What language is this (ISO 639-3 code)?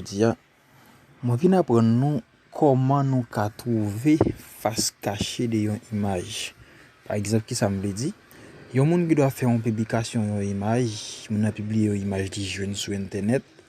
hat